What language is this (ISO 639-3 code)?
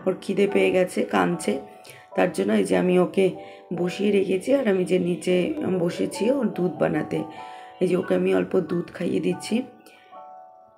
ben